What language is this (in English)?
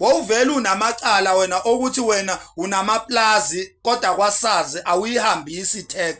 Zulu